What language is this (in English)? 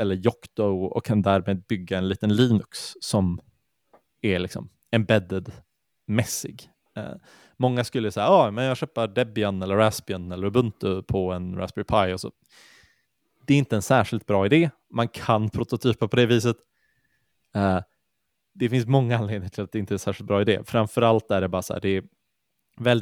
Swedish